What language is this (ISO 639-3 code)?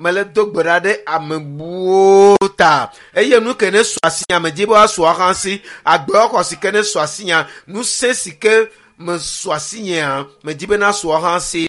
ewe